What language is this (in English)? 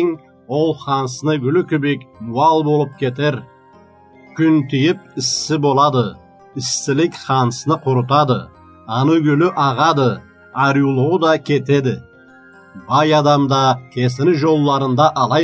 Karachay-Balkar